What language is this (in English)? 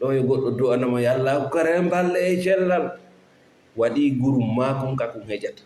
Fula